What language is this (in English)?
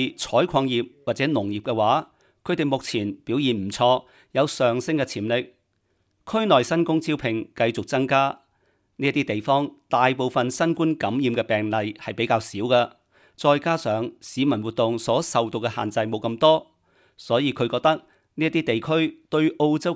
Cantonese